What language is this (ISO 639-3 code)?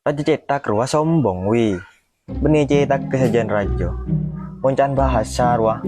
mad